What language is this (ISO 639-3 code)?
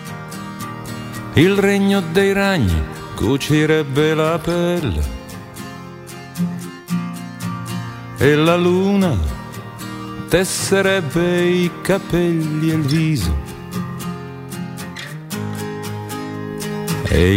ita